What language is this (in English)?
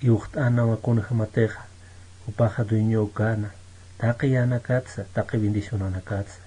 Aymara